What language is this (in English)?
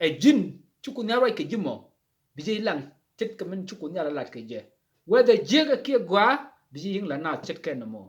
Nuer